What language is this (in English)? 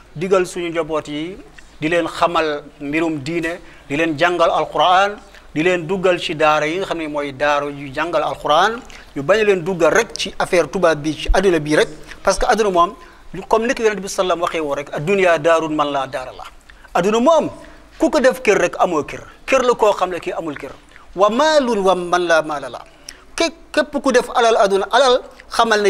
Wolof